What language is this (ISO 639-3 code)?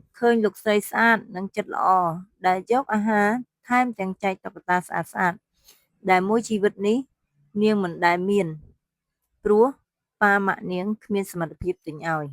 khm